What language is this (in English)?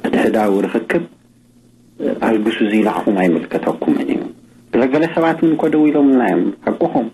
Tigrinya